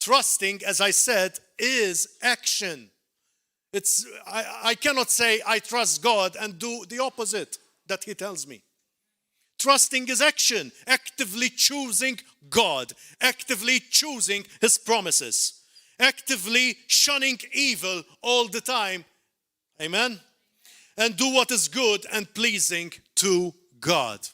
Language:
English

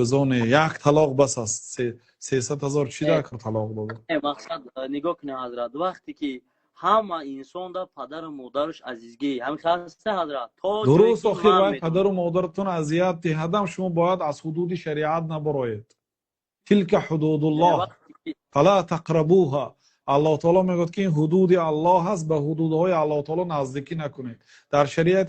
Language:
Tajik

